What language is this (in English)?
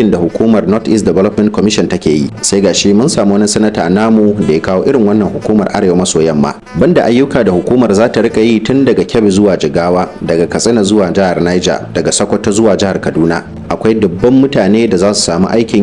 Hausa